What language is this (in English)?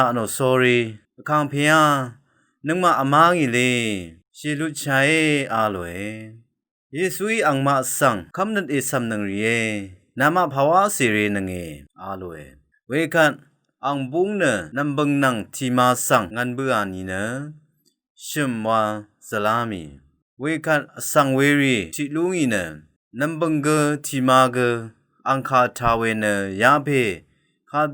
Rawang